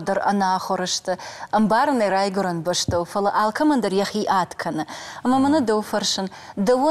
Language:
Ossetic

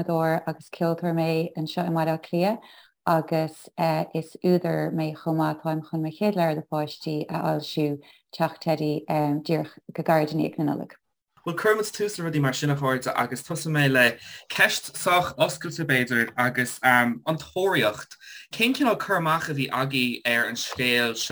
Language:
Irish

